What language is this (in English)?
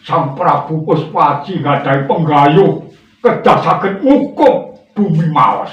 Javanese